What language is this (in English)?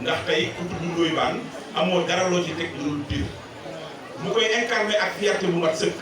Wolof